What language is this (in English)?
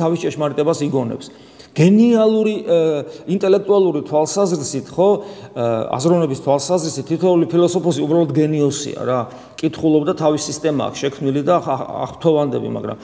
Georgian